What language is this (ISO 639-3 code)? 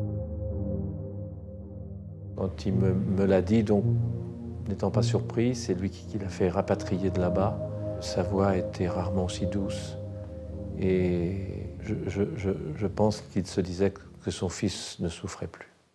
fra